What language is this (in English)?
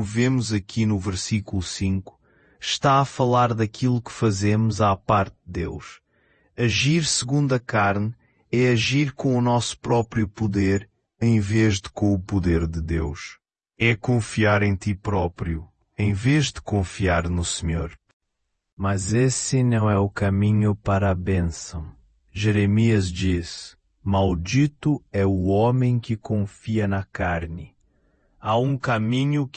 Portuguese